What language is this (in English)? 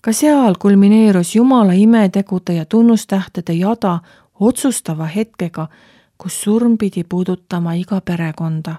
Estonian